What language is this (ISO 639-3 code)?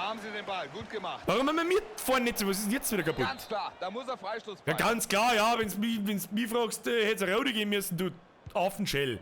bar